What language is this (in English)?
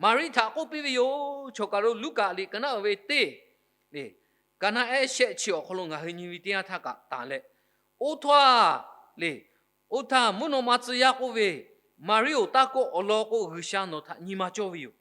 Lahu